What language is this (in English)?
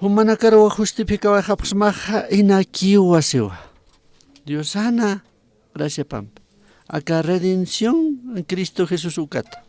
Aymara